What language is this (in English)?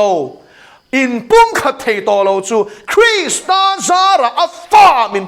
Mizo